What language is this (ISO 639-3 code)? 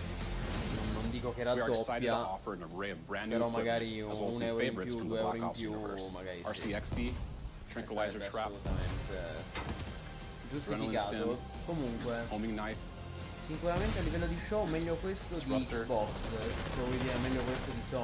ita